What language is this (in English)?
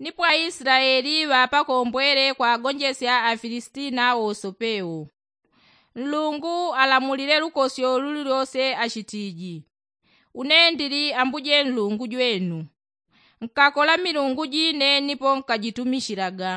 Yao